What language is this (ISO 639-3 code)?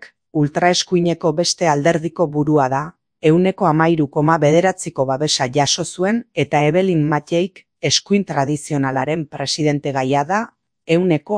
eus